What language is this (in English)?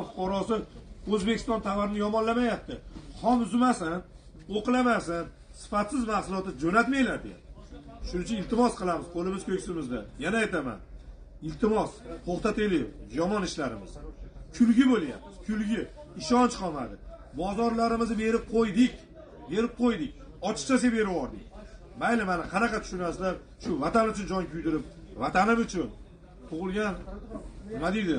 Uzbek